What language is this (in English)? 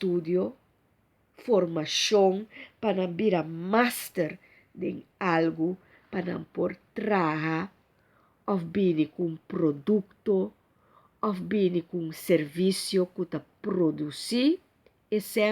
Papiamento